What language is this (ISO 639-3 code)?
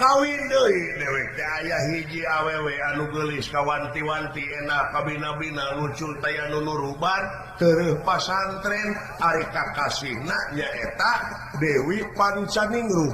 sun